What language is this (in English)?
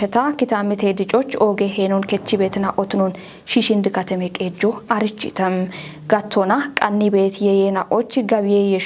Kafa